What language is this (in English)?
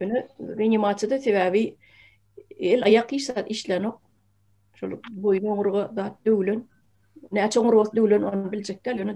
Turkmen